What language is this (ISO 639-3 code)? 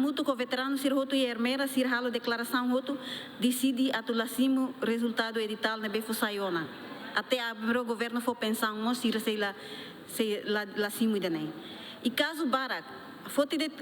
tet